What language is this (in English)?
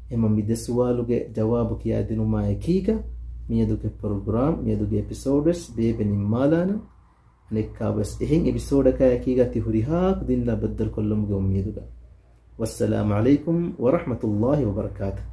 Divehi